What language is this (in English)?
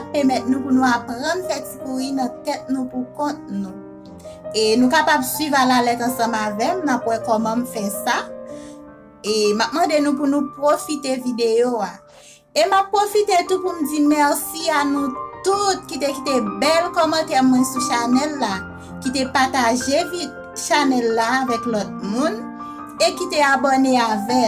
Haitian Creole